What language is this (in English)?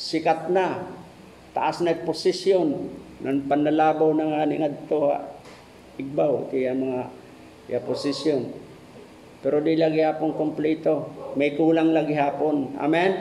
Waray